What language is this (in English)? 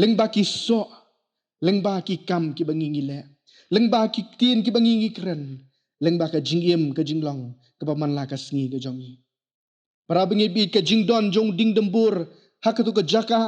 Khasi